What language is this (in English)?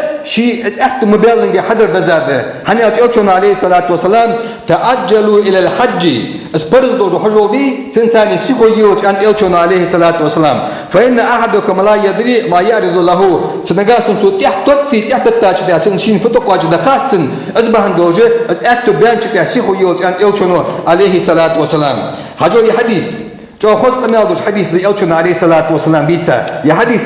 Ingush